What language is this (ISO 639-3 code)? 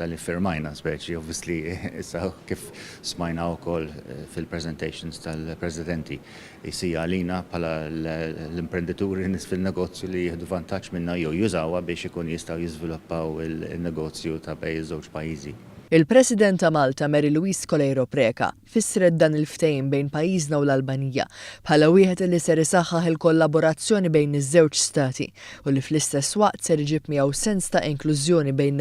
mlt